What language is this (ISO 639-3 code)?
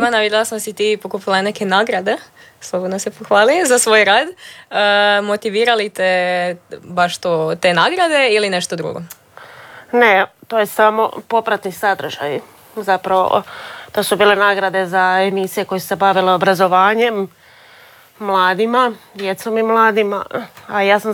hrv